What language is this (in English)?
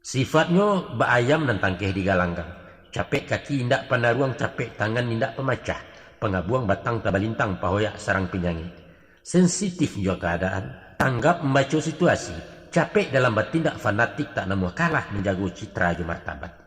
Minangkabau